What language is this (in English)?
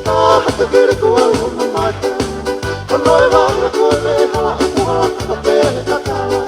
Tongan